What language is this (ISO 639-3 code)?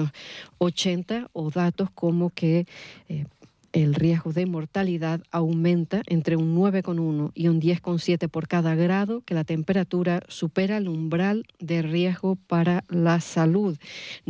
spa